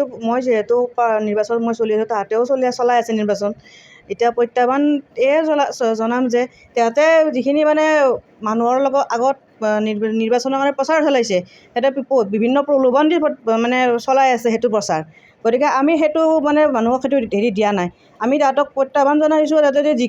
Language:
Assamese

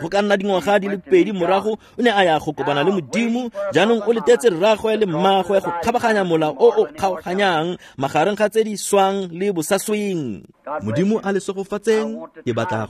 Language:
Tswana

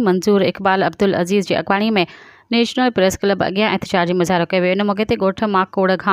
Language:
Sindhi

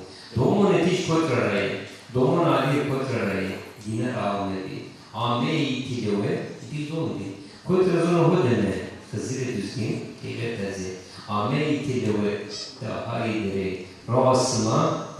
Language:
Zaza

